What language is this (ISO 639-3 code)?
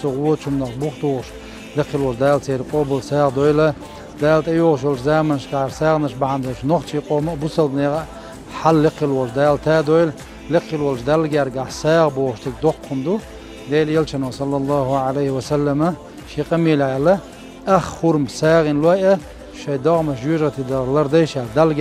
che